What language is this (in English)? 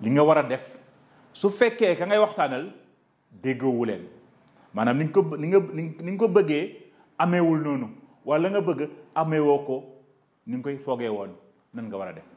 Wolof